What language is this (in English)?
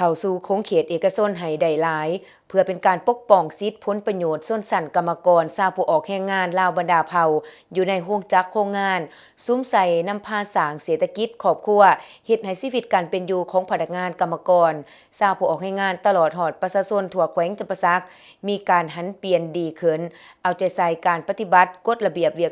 Lao